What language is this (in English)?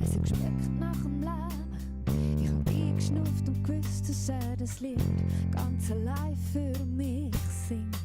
Swiss German